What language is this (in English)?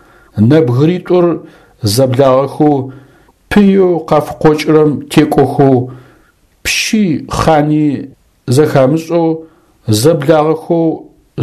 Adyghe